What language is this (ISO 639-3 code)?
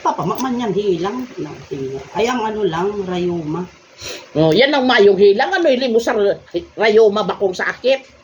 bik